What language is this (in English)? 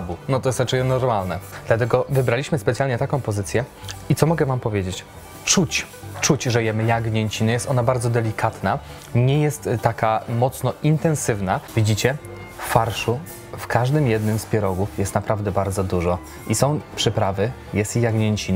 Polish